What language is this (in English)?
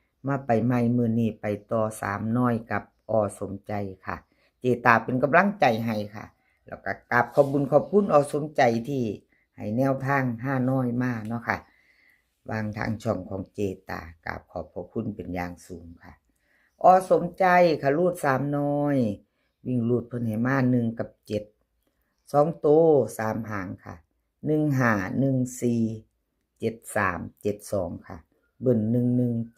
Northeastern Thai